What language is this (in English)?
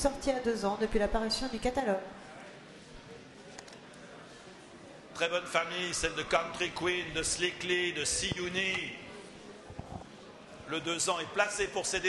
French